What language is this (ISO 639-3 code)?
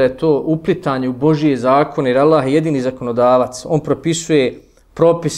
bos